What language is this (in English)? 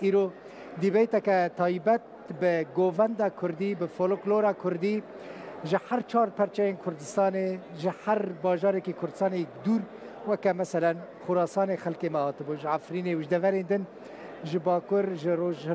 Kurdish